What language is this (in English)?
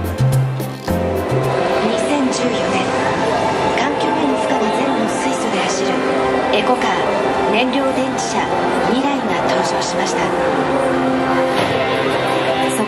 Japanese